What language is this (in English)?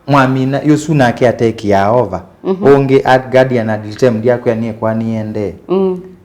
Kamba